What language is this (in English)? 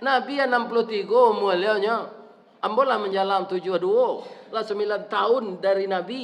Minangkabau